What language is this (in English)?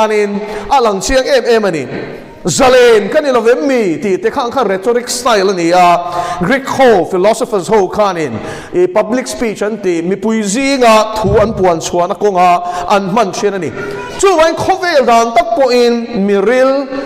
Mizo